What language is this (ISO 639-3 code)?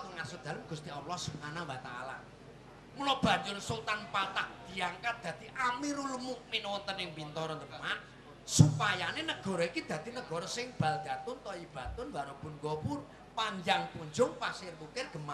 jav